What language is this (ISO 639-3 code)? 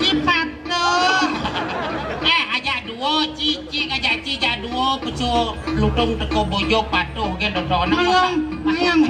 ban